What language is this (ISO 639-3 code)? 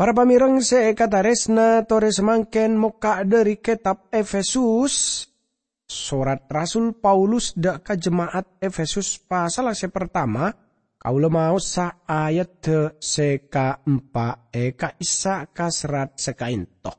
mad